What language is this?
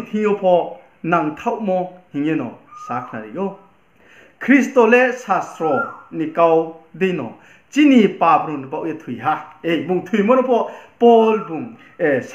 Riang (India)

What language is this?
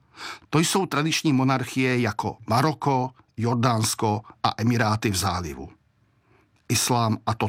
Czech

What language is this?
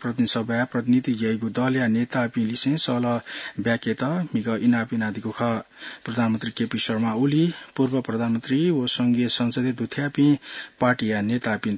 Newari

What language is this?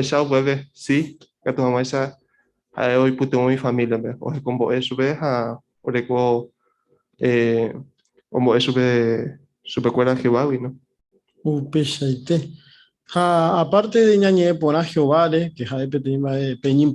Guarani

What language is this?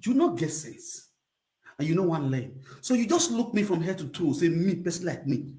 Nigerian Pidgin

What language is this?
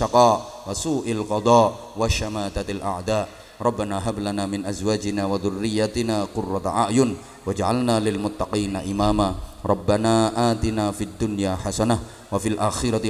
Javanese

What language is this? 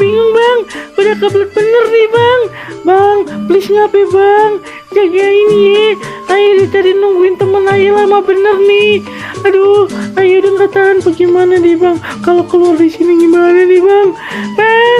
Betawi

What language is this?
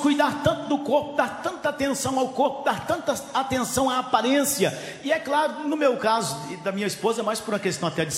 Portuguese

